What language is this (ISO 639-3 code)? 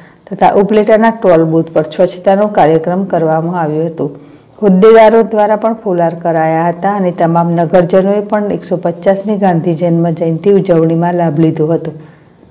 guj